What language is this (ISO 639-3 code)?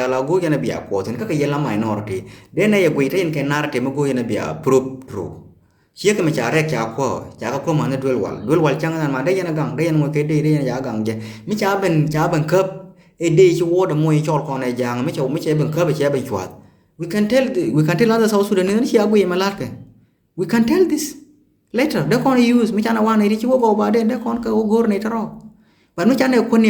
nus